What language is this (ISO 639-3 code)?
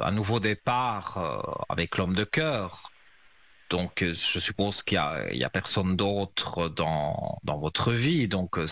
fra